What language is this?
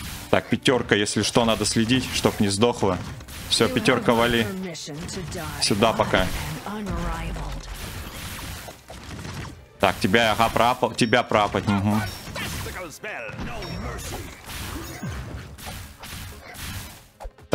Russian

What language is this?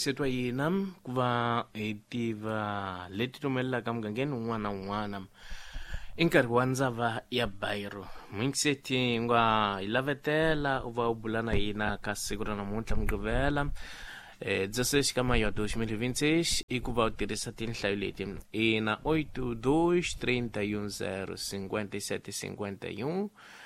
Tsonga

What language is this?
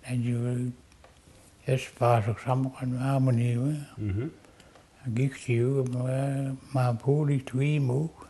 Mi'kmaw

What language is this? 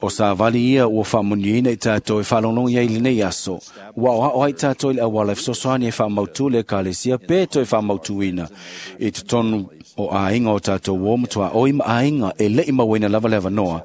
Samoan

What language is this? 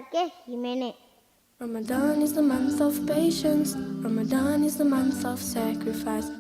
Divehi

